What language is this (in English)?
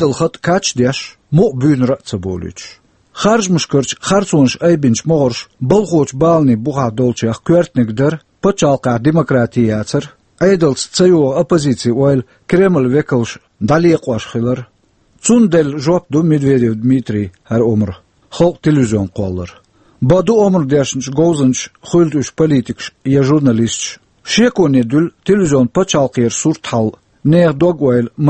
Chechen